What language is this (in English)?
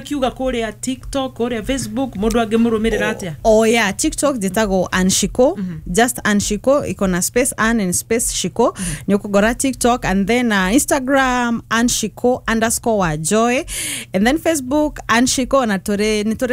Kikuyu